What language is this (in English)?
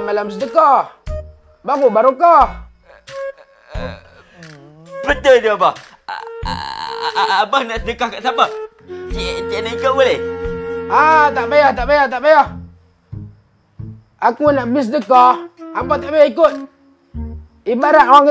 Malay